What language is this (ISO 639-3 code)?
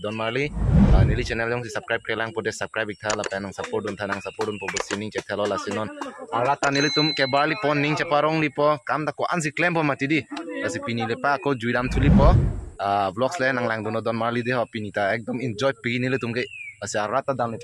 mjw